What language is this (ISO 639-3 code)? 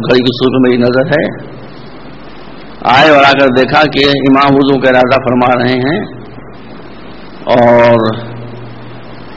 urd